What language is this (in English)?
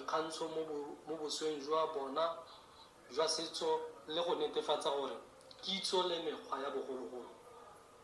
Tswana